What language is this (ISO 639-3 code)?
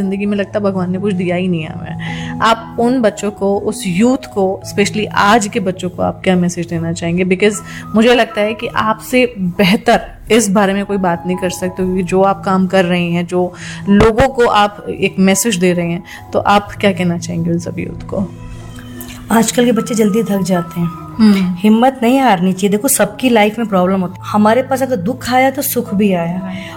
hin